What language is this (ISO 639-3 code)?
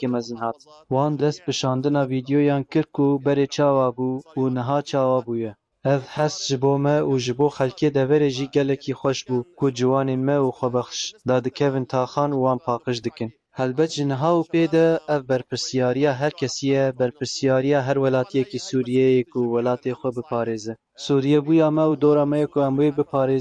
kur